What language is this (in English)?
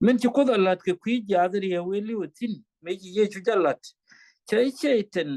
Nuer